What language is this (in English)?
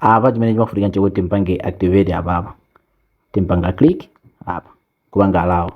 Nyanja